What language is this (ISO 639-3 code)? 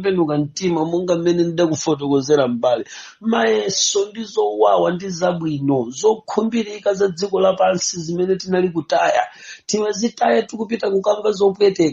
nya